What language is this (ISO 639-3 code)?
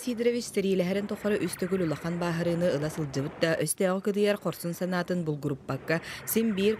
sah